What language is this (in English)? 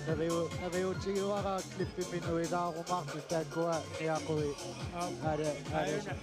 Kalaallisut